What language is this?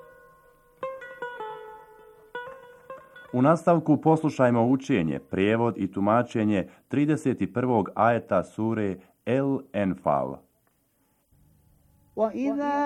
Bosnian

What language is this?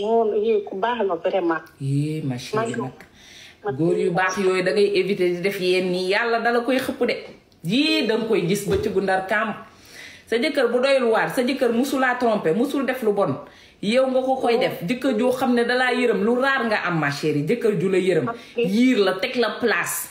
Wolof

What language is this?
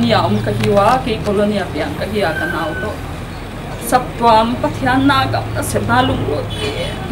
Paite Chin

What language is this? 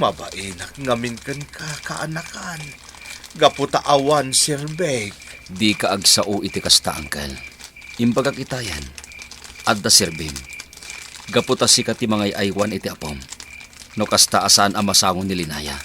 Iloko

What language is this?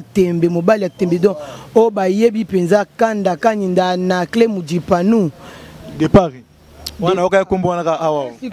Lingala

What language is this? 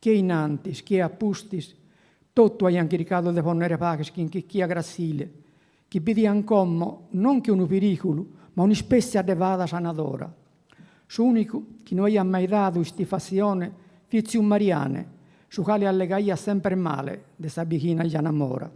Sardinian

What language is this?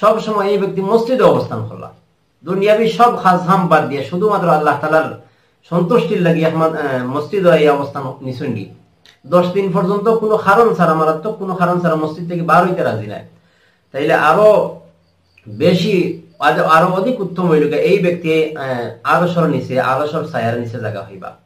Sylheti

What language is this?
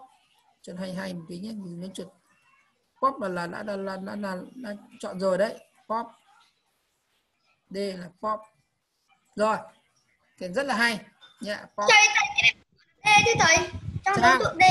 Vietnamese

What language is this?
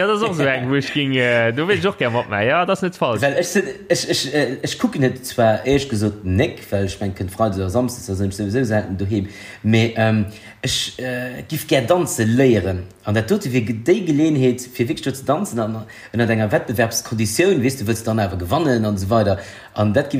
Luxembourgish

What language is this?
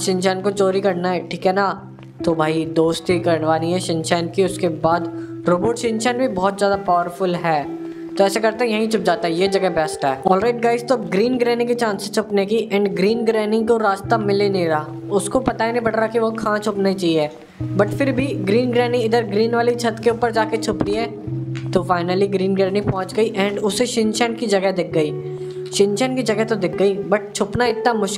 Hindi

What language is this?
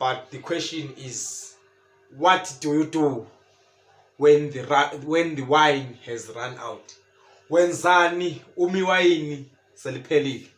Zulu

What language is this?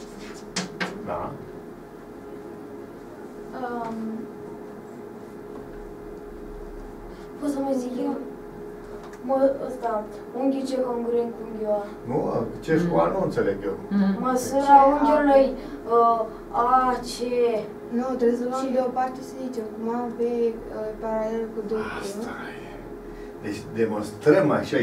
Romanian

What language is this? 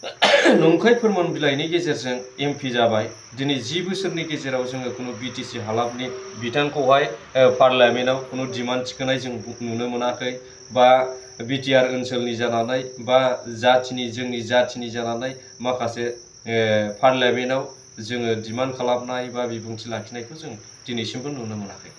Bodo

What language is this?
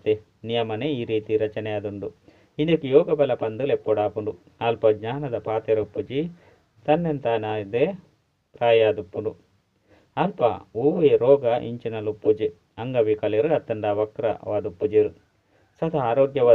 Tulu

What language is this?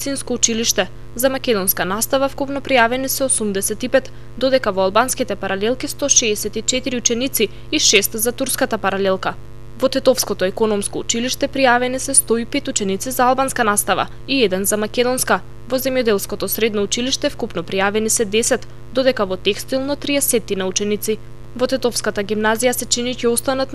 Macedonian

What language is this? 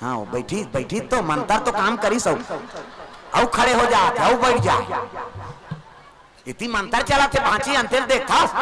Chhattisgarhi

